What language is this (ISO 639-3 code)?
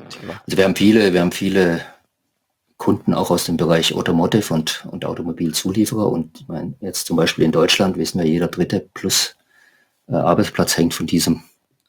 deu